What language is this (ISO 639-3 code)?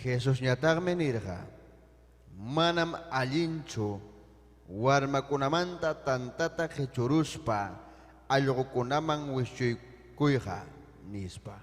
quy